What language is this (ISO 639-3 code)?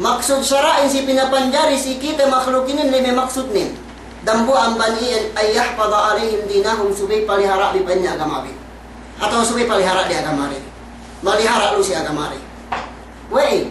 yka